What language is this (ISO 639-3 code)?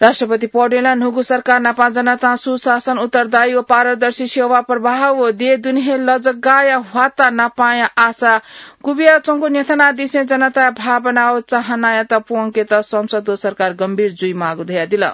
new